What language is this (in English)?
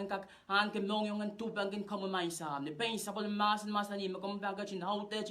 Pohnpeian